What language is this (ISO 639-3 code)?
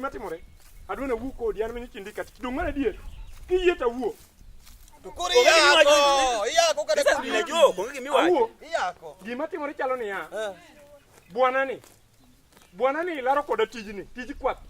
luo